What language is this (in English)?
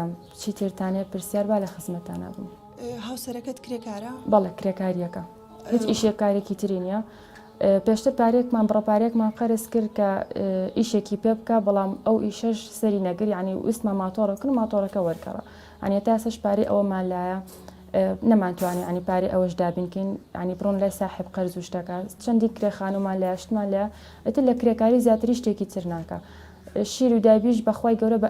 Central Kurdish